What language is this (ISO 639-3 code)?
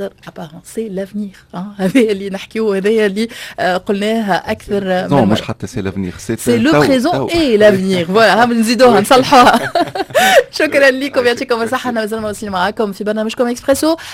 aeb